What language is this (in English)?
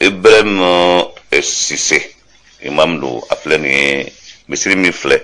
Bambara